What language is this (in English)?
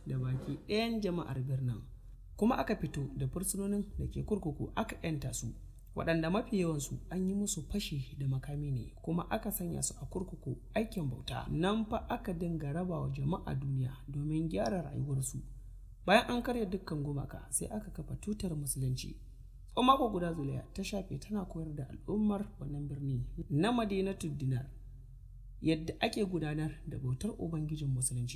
Hausa